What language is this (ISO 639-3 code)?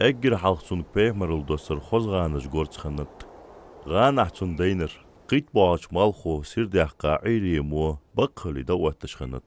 inh